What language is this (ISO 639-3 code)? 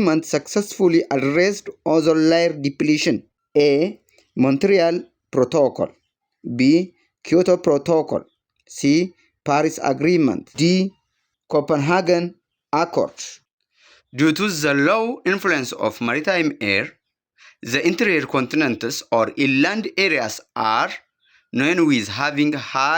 eng